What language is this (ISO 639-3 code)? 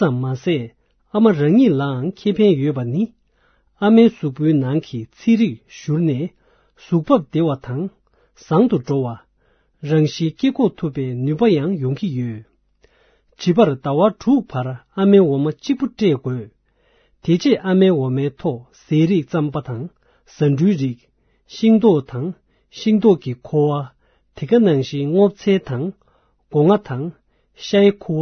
bod